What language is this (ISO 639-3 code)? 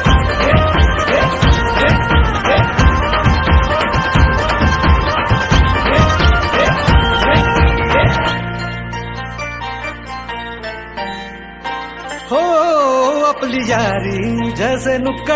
mar